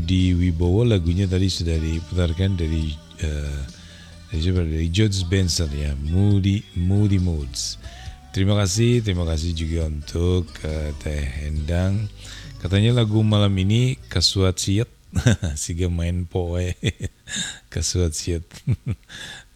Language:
Indonesian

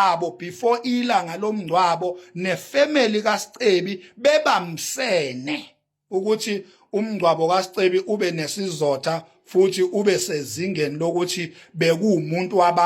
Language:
Zulu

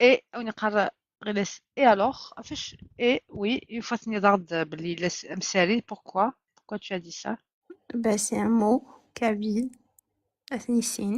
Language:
Kabyle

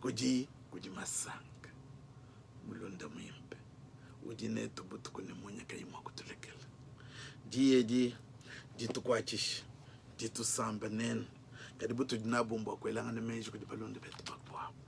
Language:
Luba-Lulua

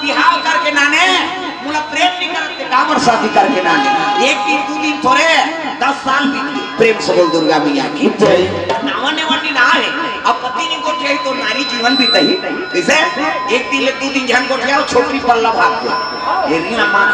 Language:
Chhattisgarhi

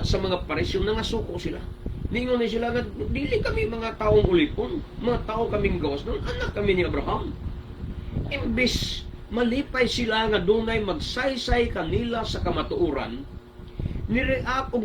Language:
Cebuano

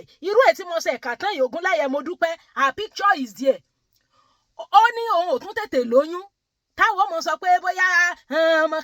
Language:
Yoruba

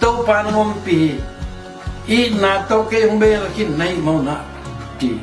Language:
Tedim Chin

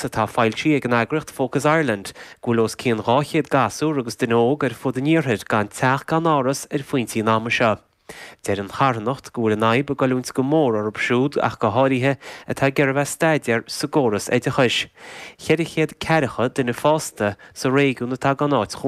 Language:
Irish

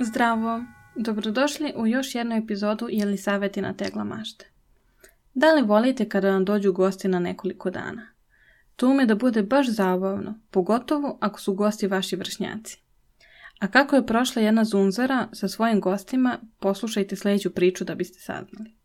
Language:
Serbian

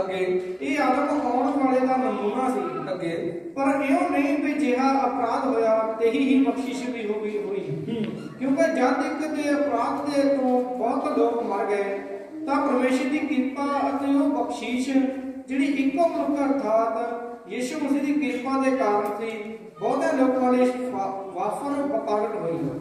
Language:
Punjabi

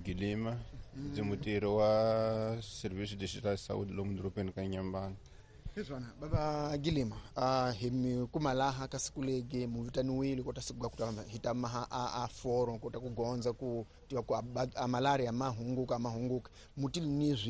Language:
Tsonga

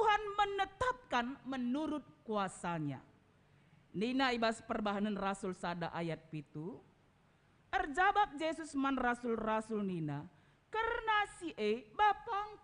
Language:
Batak Karo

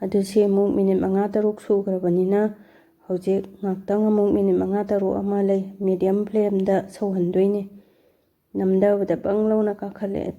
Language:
Manipuri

